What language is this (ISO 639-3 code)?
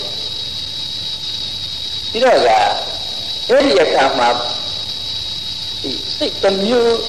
mya